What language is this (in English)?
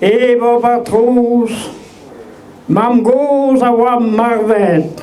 Breton